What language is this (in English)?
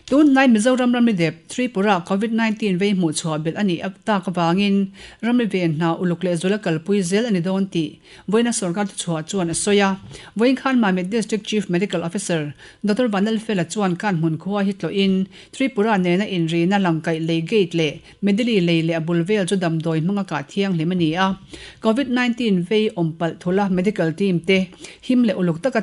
Mizo